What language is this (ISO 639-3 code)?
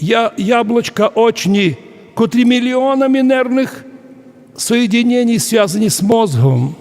rue